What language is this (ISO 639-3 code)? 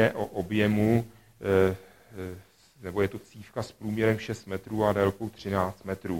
ces